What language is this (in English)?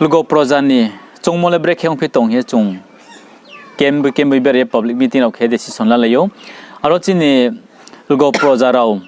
Riang (India)